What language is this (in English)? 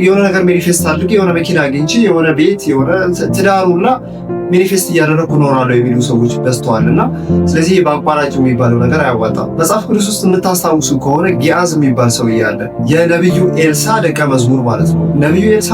Amharic